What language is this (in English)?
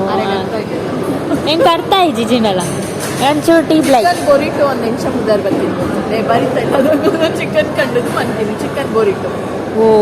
Tulu